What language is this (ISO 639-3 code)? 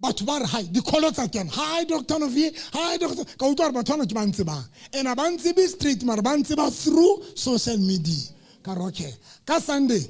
sot